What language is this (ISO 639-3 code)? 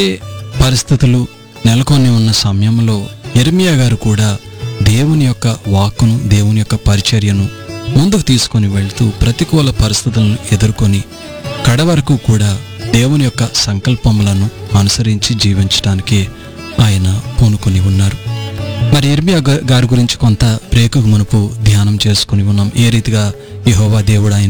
tel